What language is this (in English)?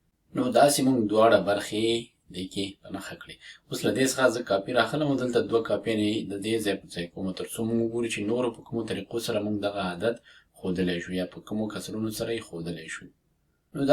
Pashto